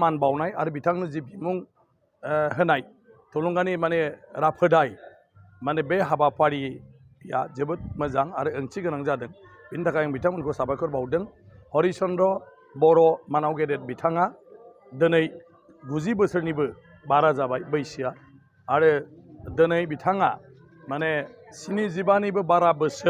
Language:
Bodo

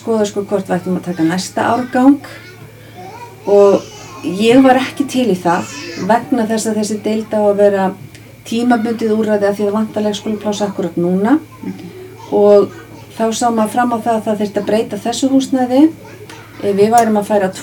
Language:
Icelandic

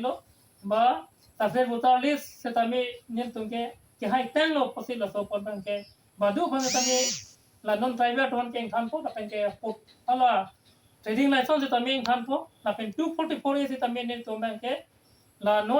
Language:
Karbi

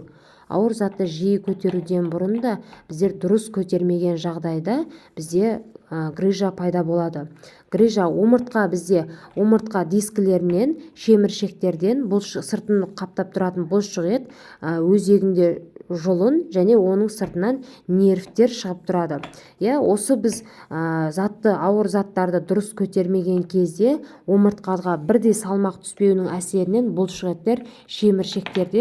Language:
Kazakh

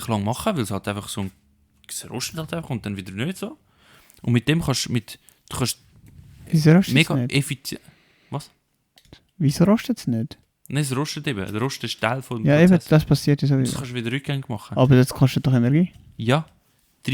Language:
Swiss German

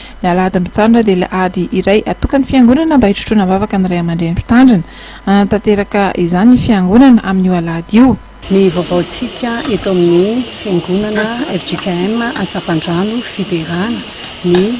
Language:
Malagasy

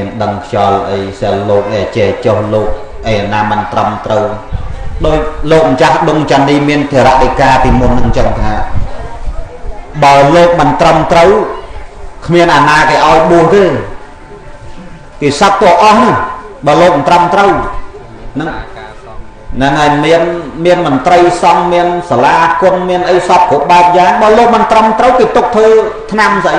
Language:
Khmer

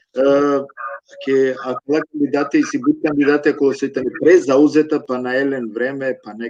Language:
Balkan Romani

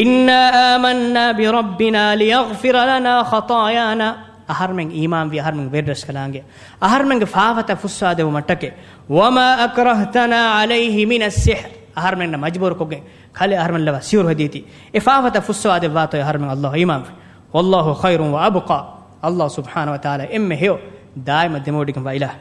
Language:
Divehi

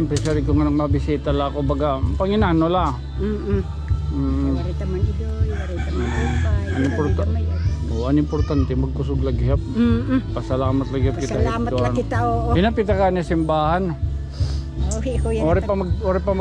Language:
Waray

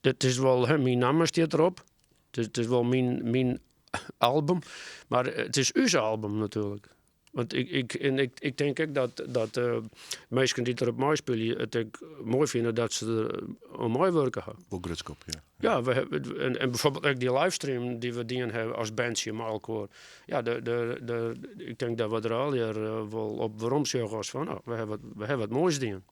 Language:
Western Frisian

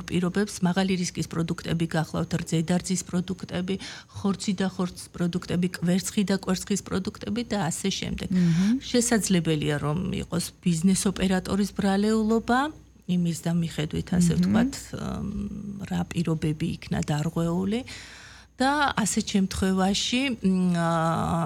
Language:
Georgian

